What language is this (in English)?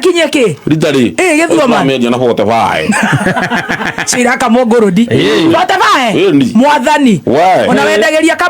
Kikuyu